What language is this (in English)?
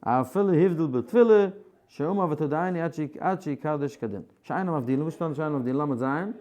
Yiddish